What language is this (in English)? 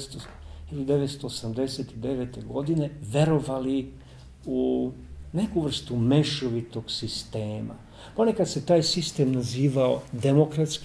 Serbian